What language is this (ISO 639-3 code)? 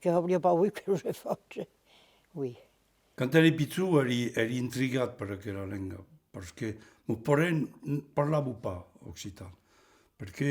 oci